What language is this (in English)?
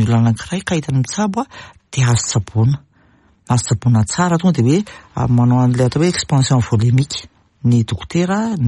Malagasy